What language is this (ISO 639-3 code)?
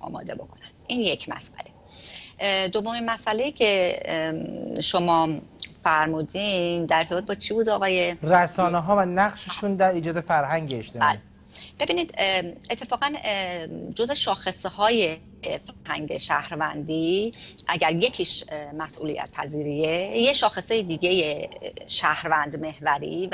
fas